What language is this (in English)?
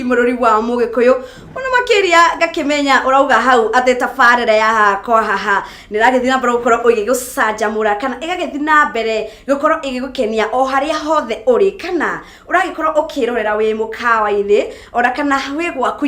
Kikuyu